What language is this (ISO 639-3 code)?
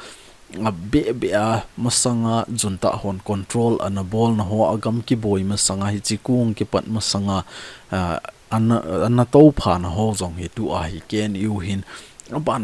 tcz